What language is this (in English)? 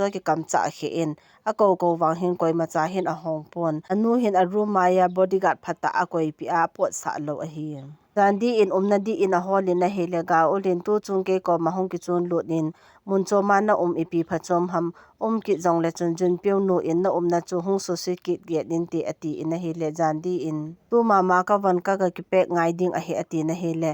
Thado Chin